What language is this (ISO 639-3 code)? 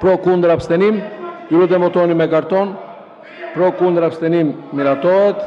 sqi